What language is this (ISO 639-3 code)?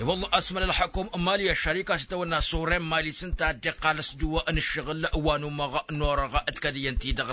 taq